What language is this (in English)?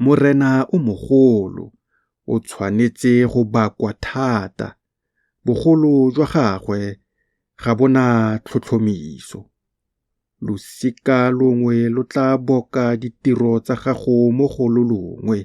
Tswana